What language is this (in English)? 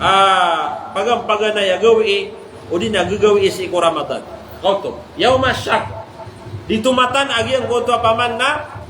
Maranao